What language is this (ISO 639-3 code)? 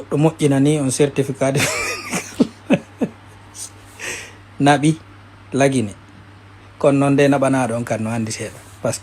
ful